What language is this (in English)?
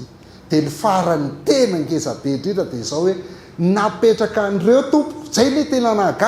Malagasy